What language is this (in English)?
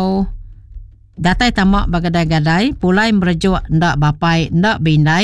Iban